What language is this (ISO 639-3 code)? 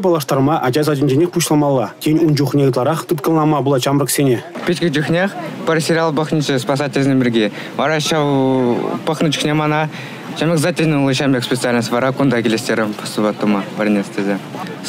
chv